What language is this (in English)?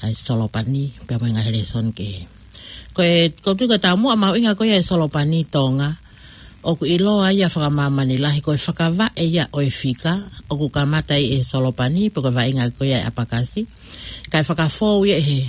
Tongan